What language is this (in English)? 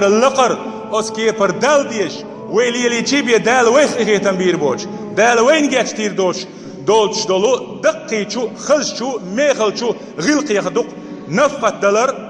Chechen